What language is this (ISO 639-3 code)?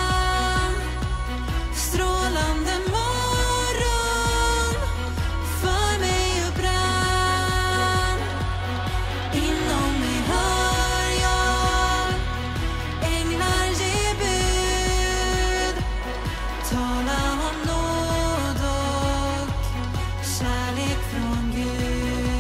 swe